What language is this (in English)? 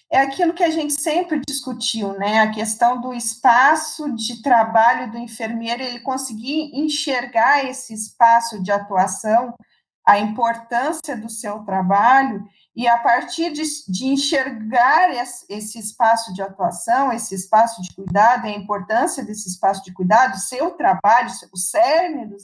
Portuguese